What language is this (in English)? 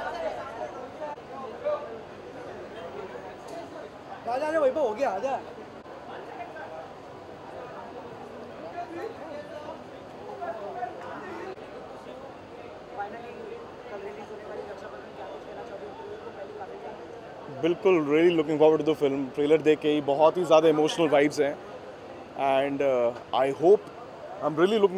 Hindi